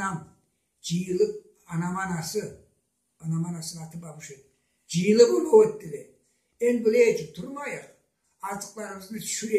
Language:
Karachay-Balkar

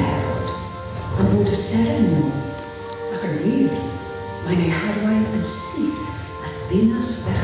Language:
Welsh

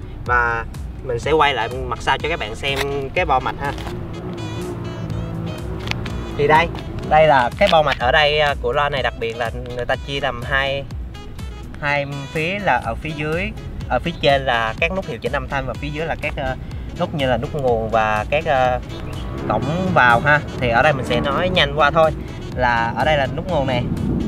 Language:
Vietnamese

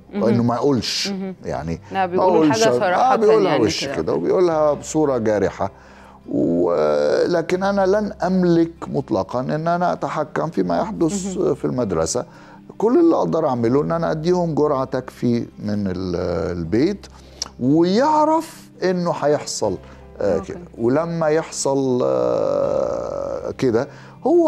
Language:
Egyptian Arabic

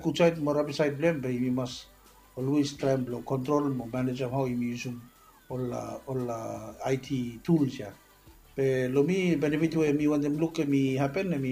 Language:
Bislama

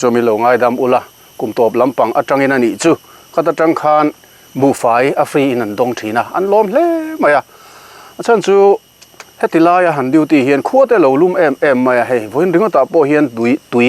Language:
Mizo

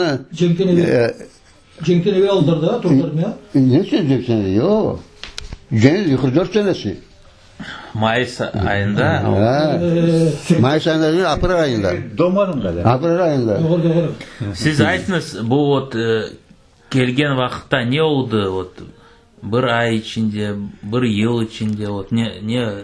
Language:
Crimean Tatar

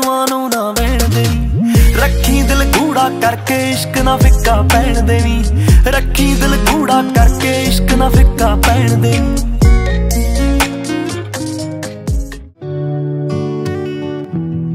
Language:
Punjabi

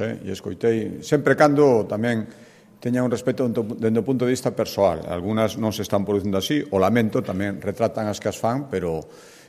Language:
Galician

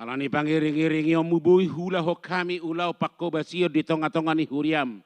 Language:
Batak Toba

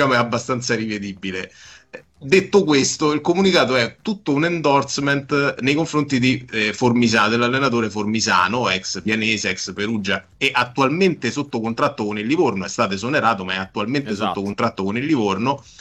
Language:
Italian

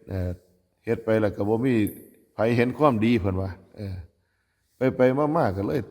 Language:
Northeastern Thai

